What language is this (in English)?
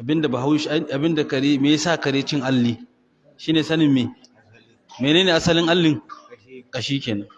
Hausa